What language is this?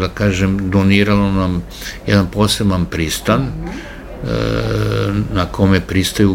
Serbian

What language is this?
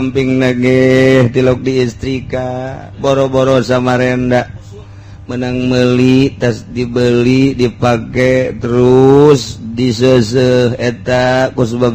Sundanese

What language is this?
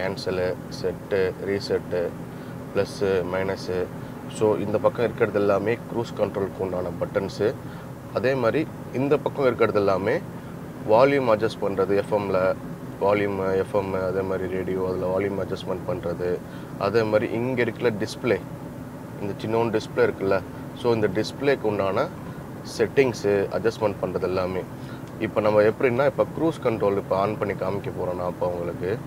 Tamil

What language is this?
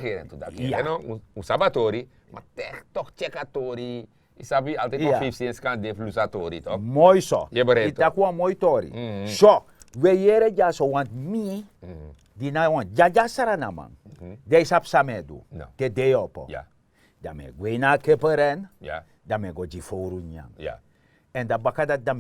Sranan Tongo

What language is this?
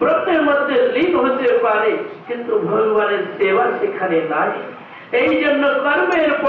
Bangla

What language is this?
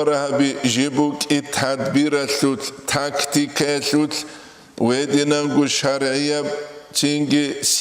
Avaric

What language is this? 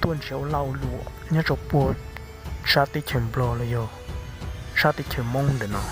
Hmong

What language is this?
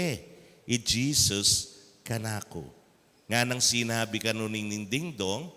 Pampanga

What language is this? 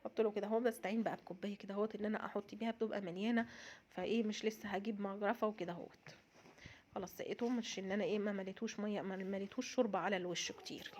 Egyptian Arabic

